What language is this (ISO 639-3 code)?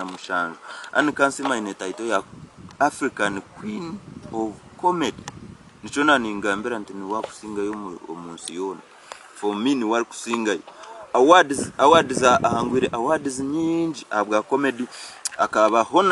nyn